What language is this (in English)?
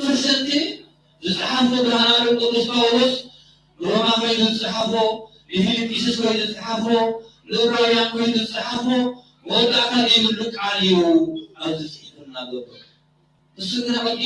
Tigrinya